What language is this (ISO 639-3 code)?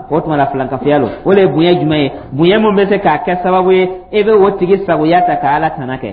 dyu